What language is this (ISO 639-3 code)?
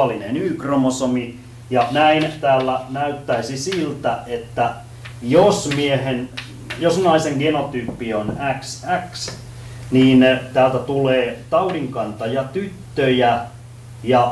fin